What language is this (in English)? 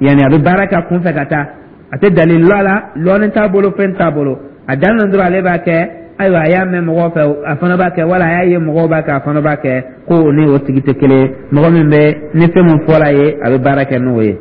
Dyula